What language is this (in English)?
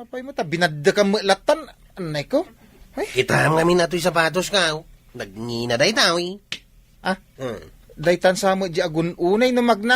Iloko